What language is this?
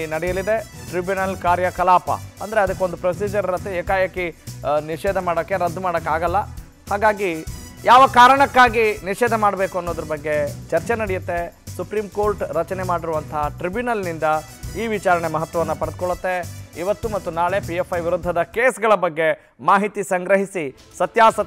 Kannada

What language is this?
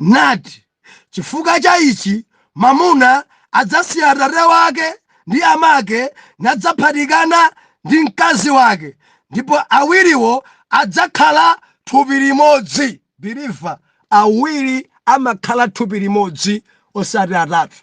Nyanja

